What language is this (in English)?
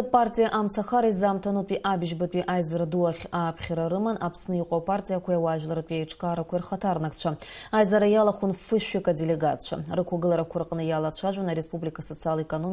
Abkhazian